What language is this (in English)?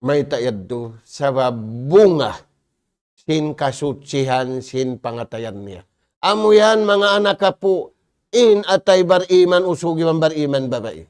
Tausug